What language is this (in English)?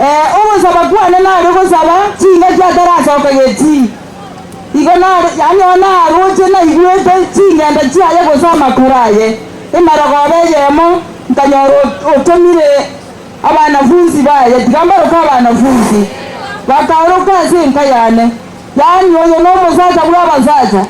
Gusii